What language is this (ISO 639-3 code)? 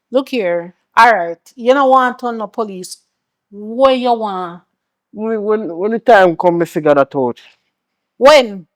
jam